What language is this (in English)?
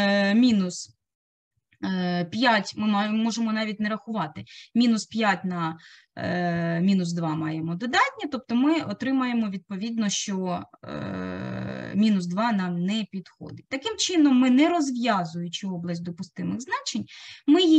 Ukrainian